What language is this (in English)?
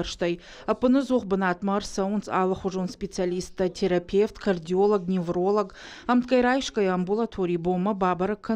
Ossetic